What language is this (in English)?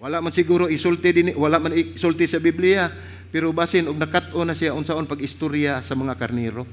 Cebuano